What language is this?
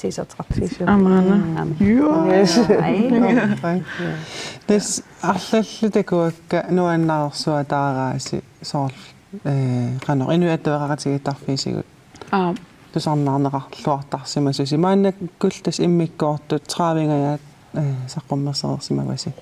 Kalaallisut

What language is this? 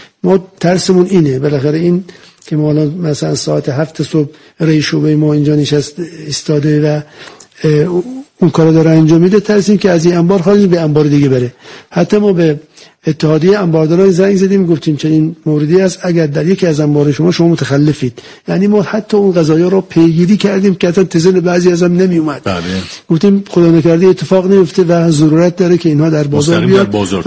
Persian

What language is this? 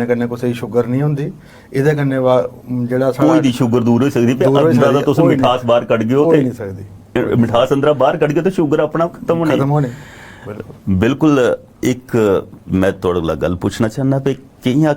Dogri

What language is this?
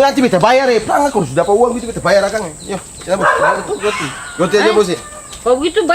Ambonese Malay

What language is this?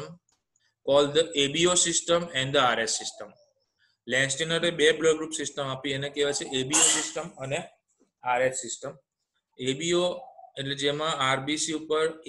Gujarati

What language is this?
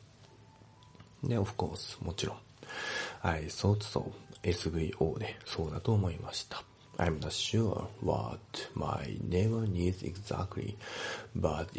Japanese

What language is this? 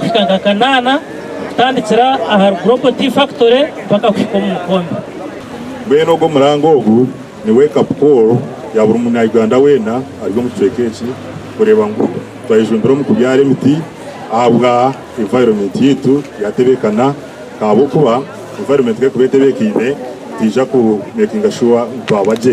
Nyankole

